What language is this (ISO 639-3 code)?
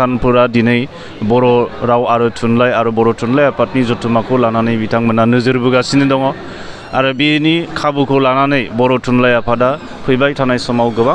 brx